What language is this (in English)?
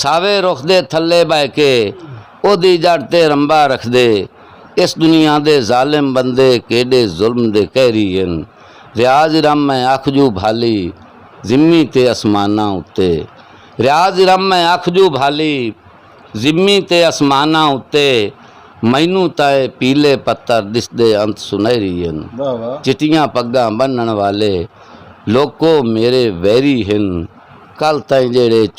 Saraiki